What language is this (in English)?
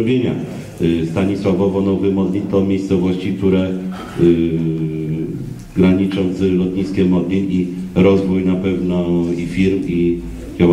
Polish